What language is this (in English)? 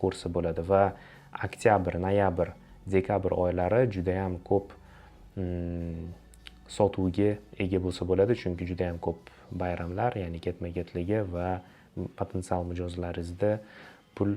Uzbek